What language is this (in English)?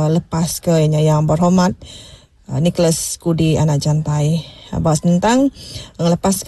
Iban